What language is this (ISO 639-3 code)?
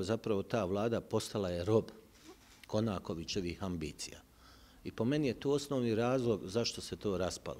bos